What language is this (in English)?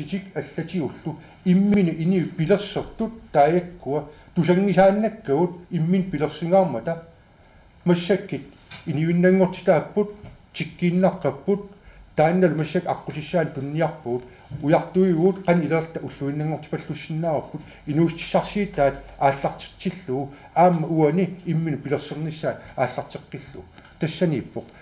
Kalaallisut